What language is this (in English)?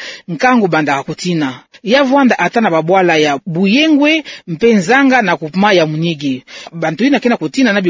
Kituba (Democratic Republic of Congo)